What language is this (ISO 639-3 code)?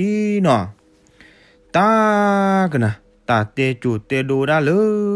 ksw